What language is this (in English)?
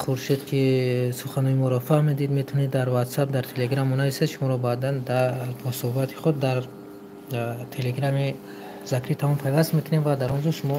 Tajik